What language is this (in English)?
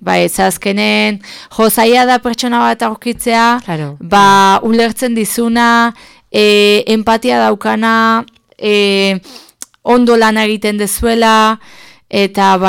Basque